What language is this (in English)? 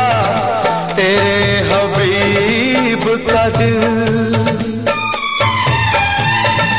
Hindi